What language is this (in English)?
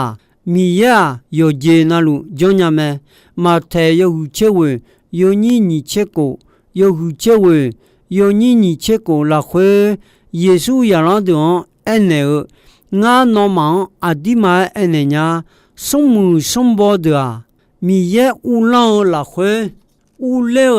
Akha